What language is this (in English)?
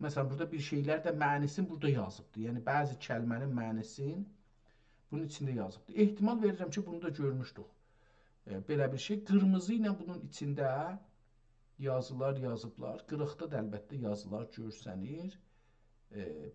South Azerbaijani